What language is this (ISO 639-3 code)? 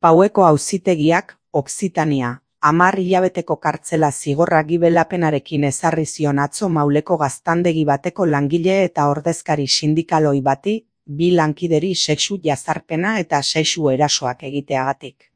eus